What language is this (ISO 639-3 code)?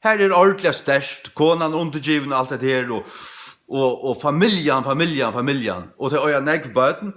fao